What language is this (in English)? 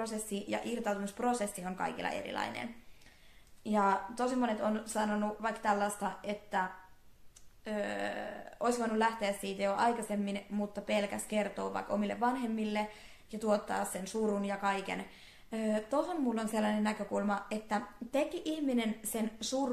Finnish